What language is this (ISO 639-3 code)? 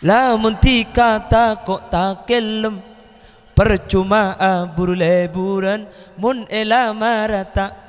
mad